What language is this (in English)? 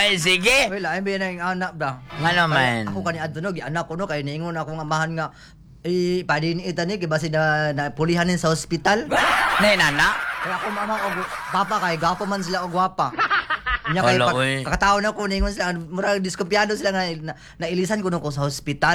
Cebuano